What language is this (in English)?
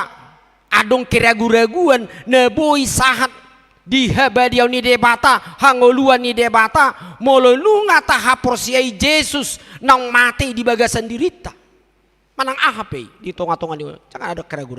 Batak Toba